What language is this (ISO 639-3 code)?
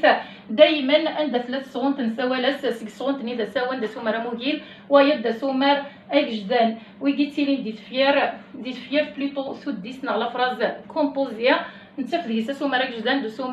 kab